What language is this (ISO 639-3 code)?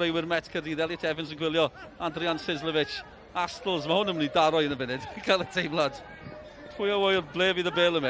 cym